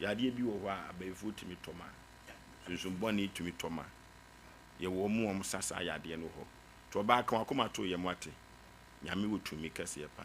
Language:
Akan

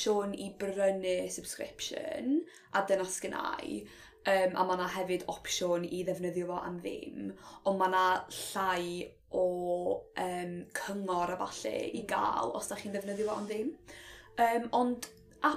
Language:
Welsh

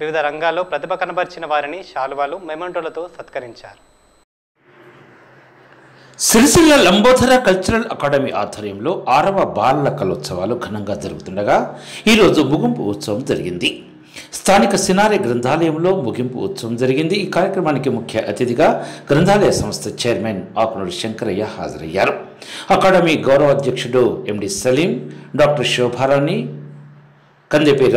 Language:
Telugu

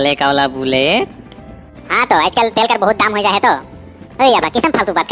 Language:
Sadri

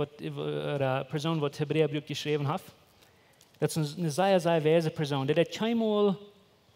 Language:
Plautdietsch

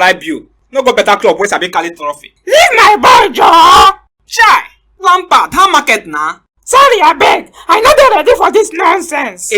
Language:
Nigerian Pidgin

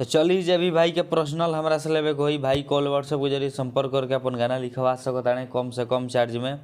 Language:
Bhojpuri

